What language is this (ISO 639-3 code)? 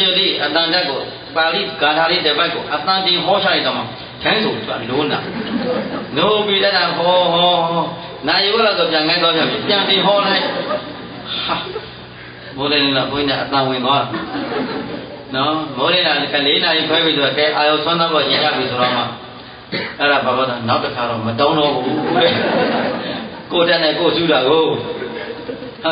mya